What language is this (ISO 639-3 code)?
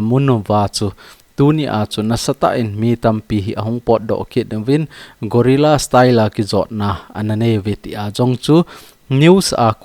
tcz